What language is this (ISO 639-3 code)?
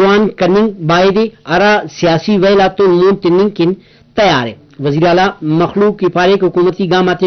brh